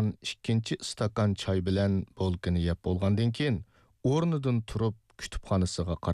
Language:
Uyghur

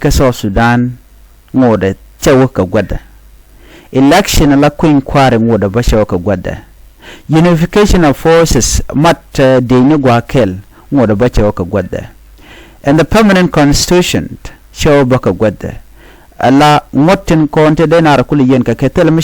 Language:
Nuer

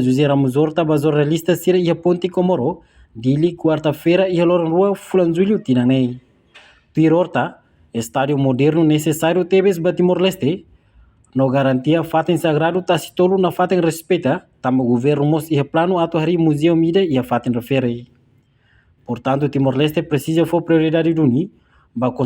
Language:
Tetum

